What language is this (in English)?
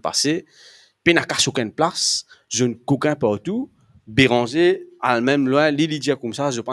Morisyen